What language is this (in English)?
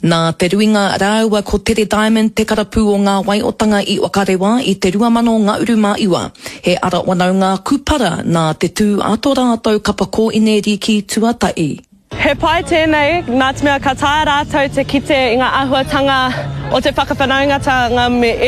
Māori